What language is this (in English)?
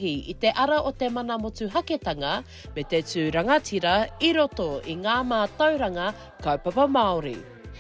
Māori